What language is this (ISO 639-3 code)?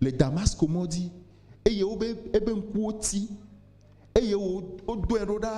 ewe